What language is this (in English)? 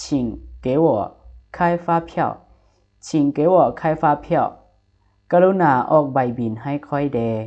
Lao